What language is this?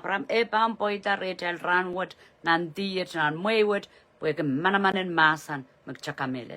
Pohnpeian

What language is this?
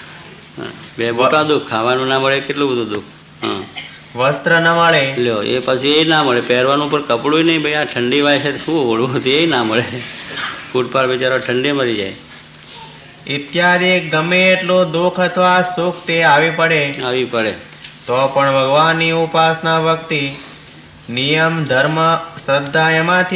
Gujarati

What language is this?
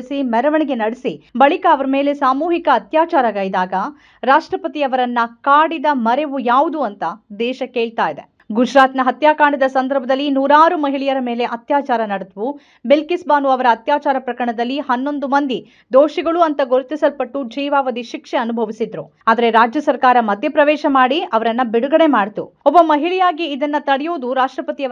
Kannada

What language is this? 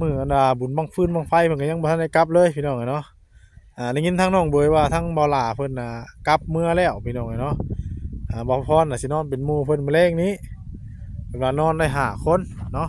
Northeastern Thai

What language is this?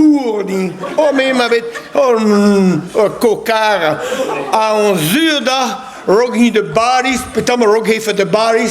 Breton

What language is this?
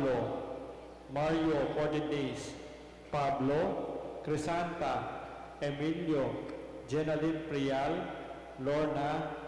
Pampanga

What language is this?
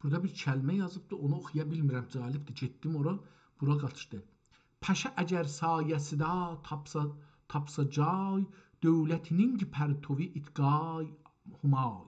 South Azerbaijani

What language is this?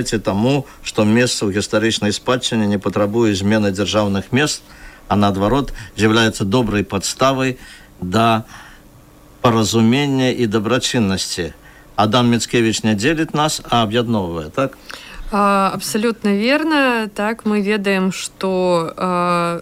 Belarusian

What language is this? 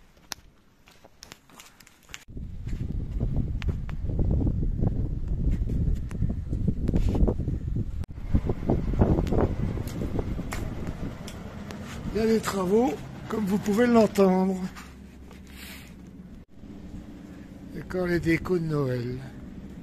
French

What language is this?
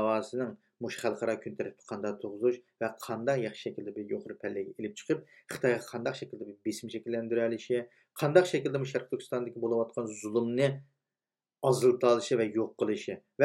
Uyghur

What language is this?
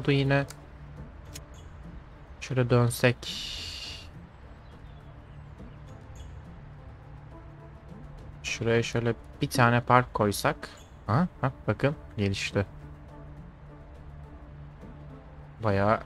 Turkish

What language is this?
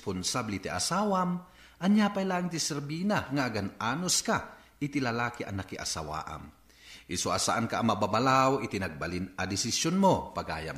Iloko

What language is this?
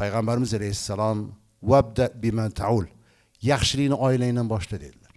Uzbek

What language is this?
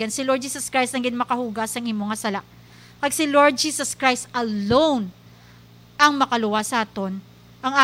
Hiligaynon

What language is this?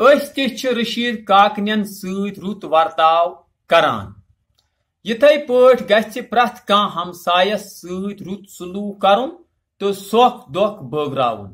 Kashmiri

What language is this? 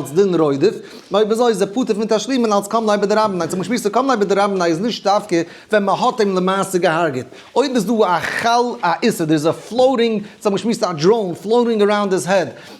Yiddish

